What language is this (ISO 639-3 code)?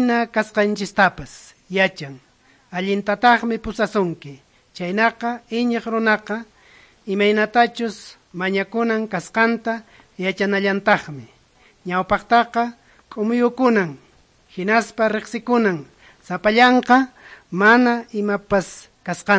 que